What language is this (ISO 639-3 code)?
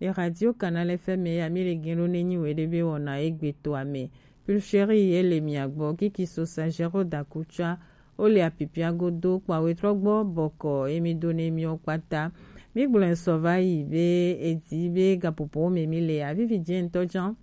gej